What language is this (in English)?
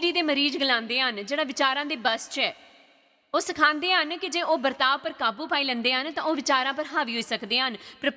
Dogri